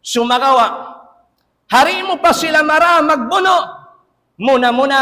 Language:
Tausug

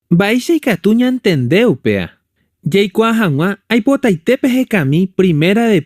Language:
Guarani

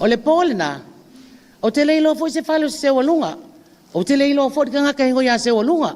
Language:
Samoan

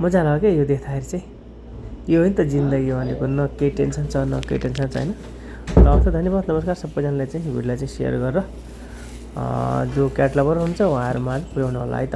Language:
Nepali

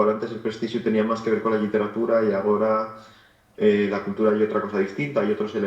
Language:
Asturian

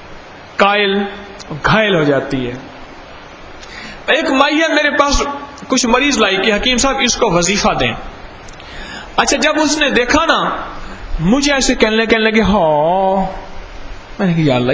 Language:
Urdu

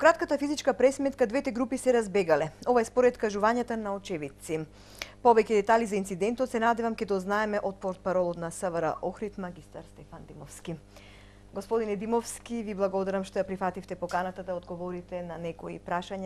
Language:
Macedonian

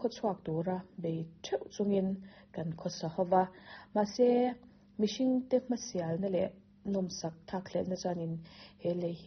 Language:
Mizo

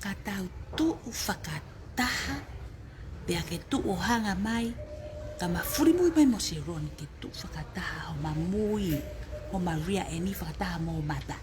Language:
Tongan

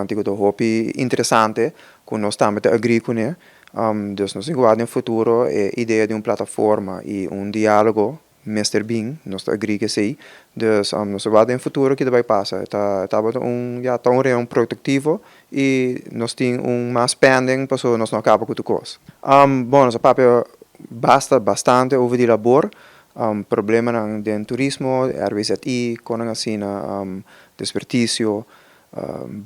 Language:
Papiamento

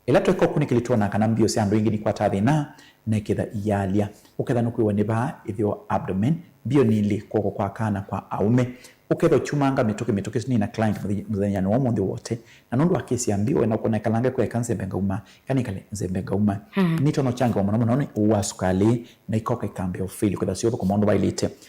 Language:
Kamba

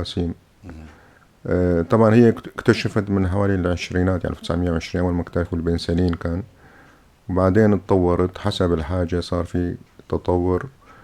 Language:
North Levantine Arabic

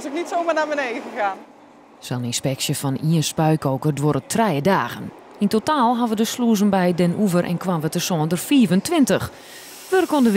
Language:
Western Frisian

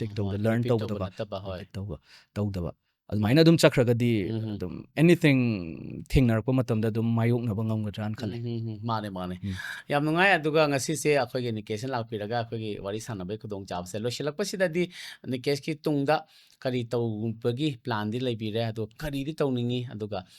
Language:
Manipuri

